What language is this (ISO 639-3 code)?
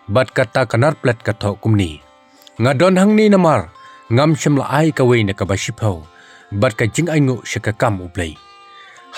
kha